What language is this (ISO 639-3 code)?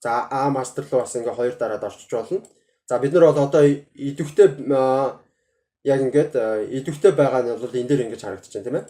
mon